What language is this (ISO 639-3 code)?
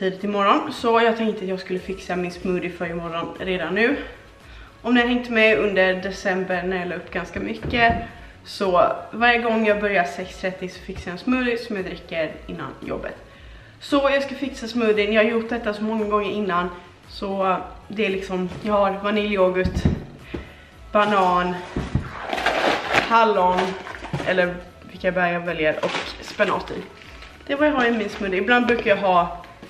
swe